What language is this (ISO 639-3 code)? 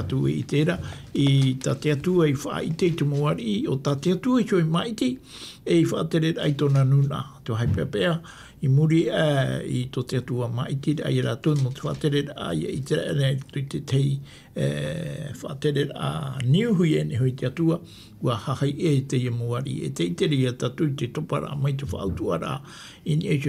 tah